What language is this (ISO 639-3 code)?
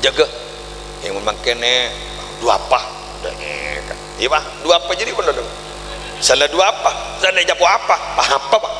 mad